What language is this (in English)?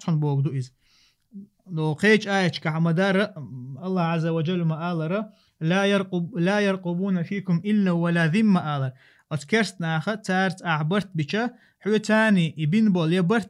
Chechen